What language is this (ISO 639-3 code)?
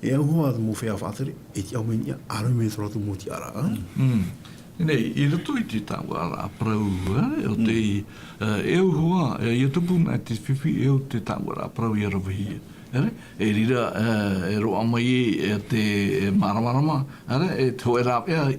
tah